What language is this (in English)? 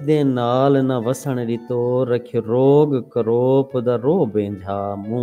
Saraiki